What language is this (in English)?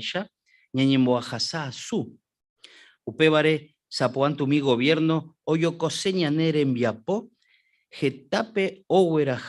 Guarani